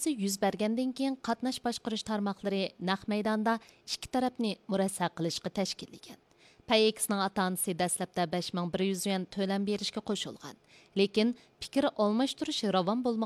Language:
Uyghur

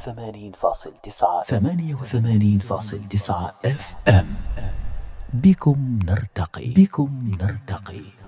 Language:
Arabic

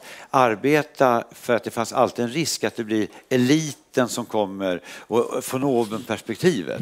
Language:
Swedish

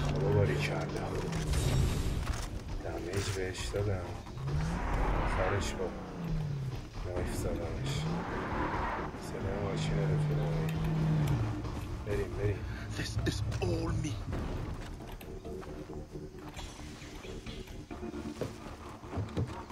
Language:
Persian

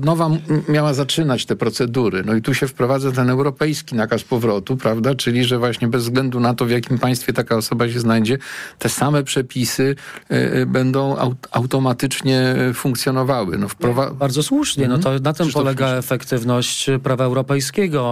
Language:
Polish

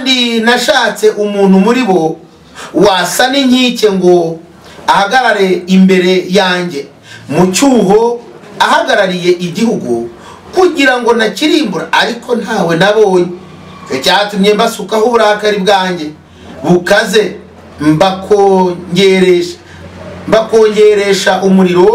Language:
Kinyarwanda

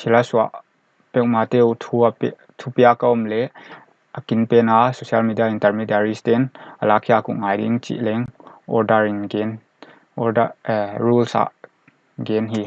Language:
Paite Chin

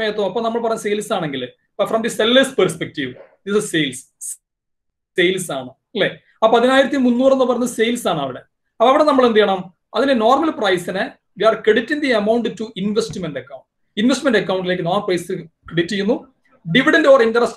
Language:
Malayalam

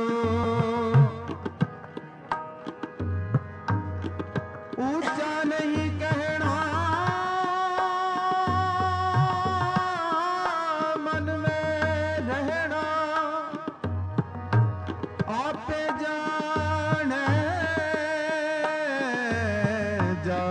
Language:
Punjabi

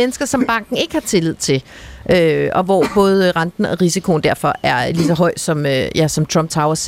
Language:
Danish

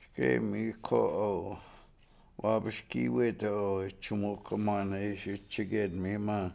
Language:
Chippewa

